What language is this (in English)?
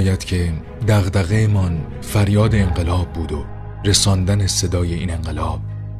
Persian